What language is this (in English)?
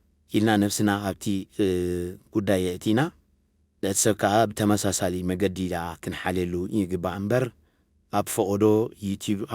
Tigrinya